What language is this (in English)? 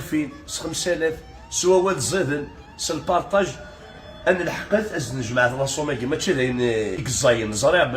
Kabyle